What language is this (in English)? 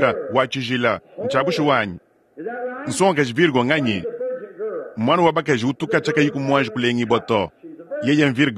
Luba-Lulua